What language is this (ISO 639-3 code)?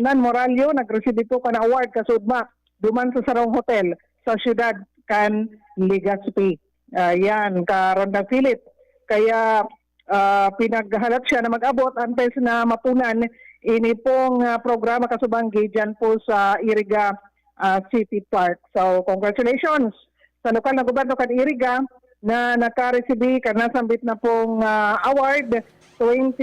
bik